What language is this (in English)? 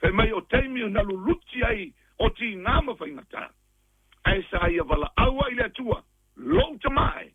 Samoan